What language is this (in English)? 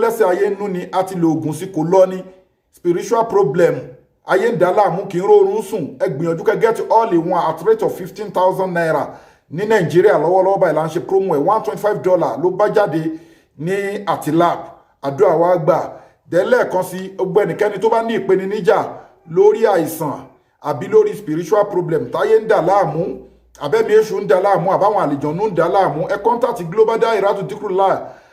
Yoruba